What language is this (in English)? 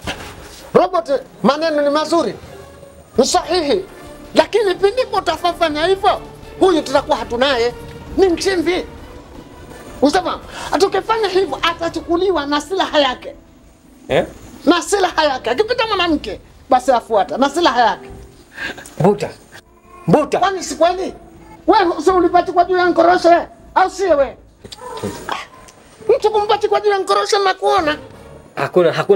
Swahili